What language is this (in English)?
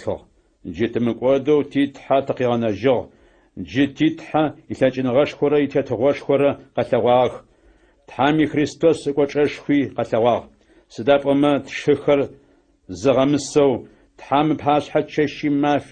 Adyghe